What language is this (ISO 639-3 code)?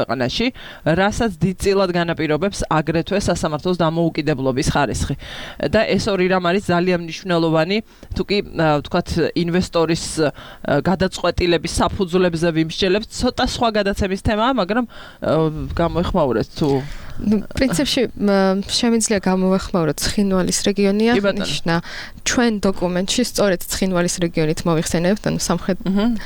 kat